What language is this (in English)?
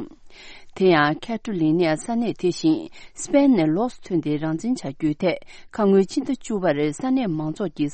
Tibetan